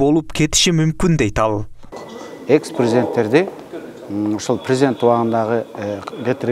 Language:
Kyrgyz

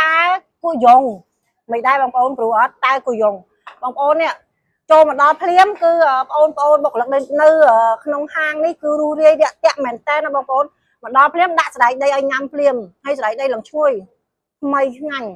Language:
Khmer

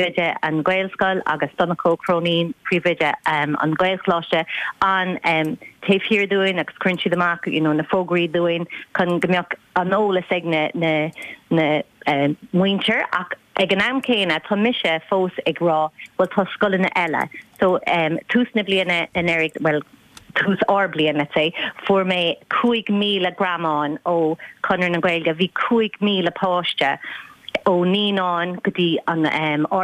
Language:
Irish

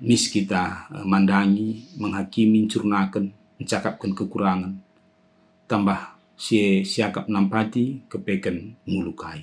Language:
Batak Karo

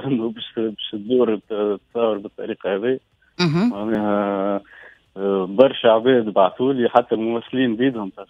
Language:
Tunisian Arabic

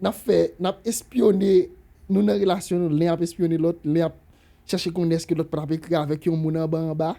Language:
Haitian Creole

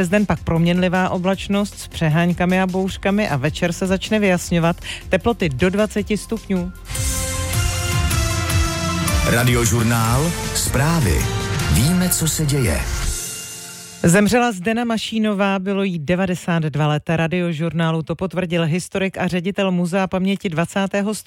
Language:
Czech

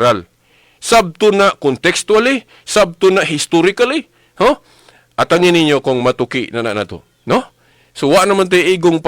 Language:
Cebuano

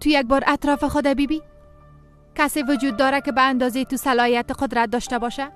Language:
Persian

